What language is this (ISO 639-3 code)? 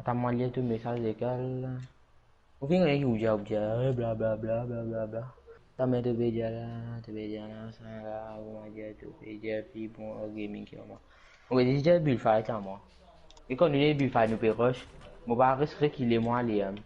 mfe